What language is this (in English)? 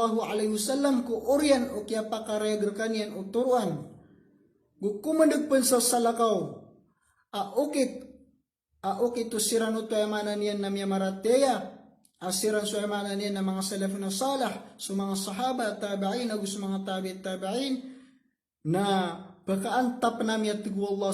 Maranao